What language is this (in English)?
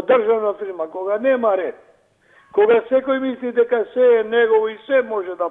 Macedonian